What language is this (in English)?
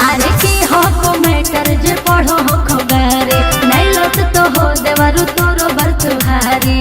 Magahi